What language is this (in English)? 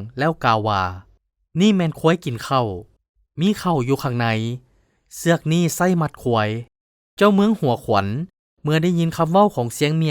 Lao